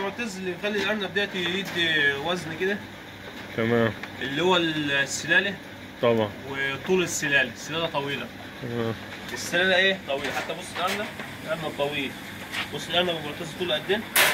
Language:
Egyptian Arabic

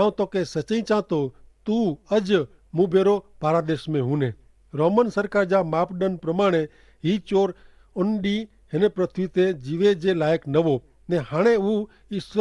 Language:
Kachhi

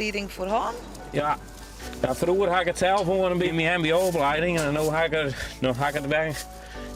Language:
Western Frisian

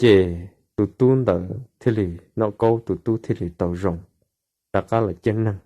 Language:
Hmong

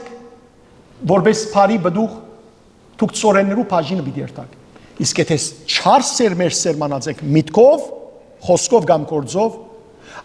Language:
Western Armenian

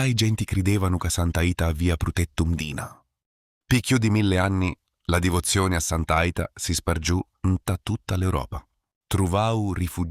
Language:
Sicilian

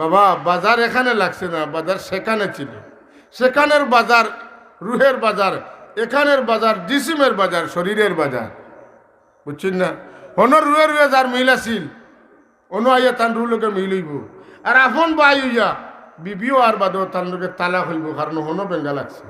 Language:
Sylheti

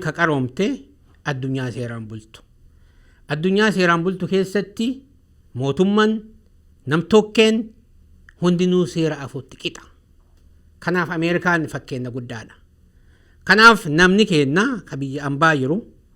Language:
Oromo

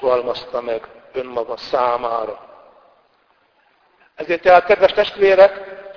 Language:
Hungarian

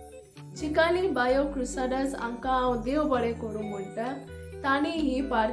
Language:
Konkani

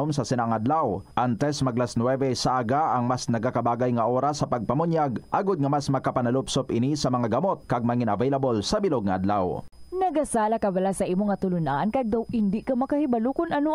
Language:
Hiligaynon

